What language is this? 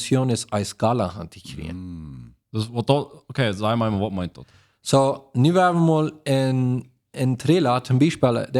Plautdietsch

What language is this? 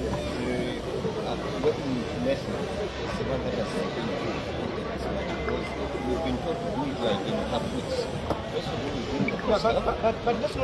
Nyanja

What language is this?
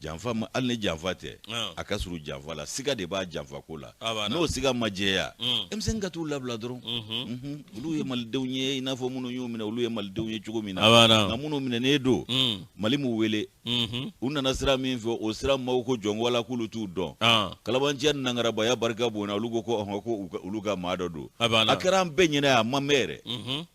Bambara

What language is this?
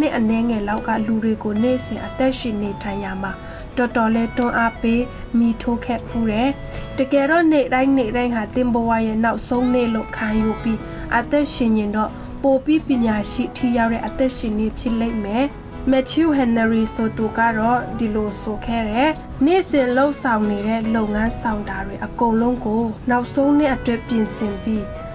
Burmese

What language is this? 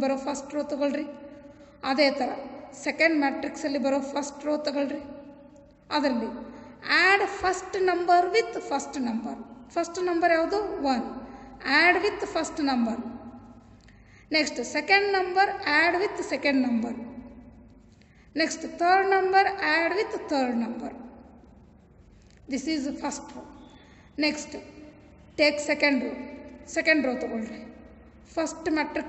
Kannada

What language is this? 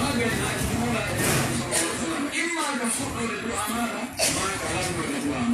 Pular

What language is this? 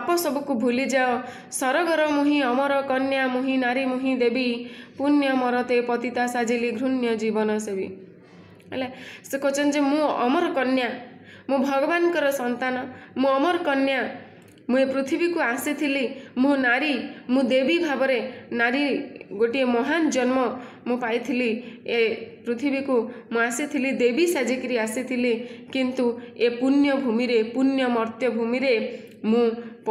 Odia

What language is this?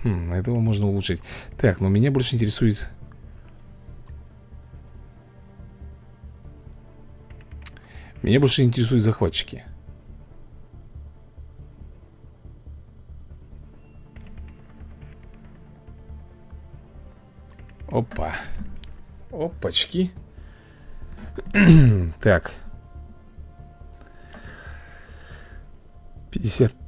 Russian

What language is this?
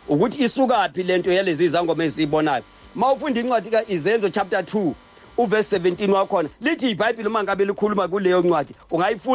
Zulu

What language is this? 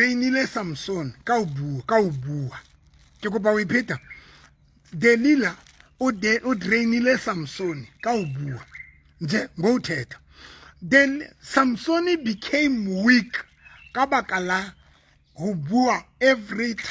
Southern Sotho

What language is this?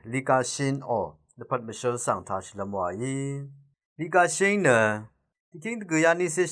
Rawang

